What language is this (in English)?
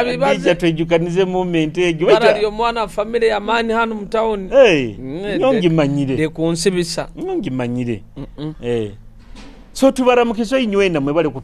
Nyoro